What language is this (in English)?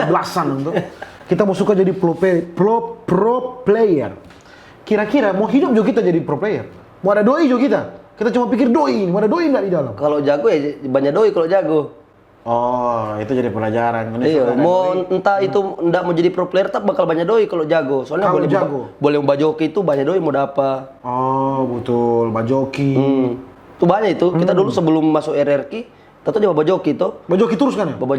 Manado Malay